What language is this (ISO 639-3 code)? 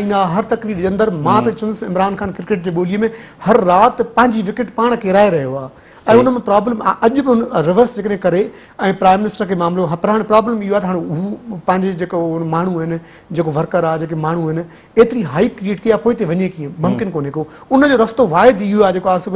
snd